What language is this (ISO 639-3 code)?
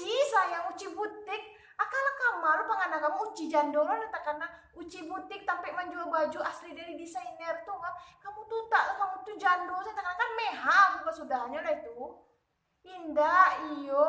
min